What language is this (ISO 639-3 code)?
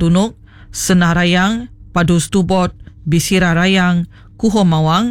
iba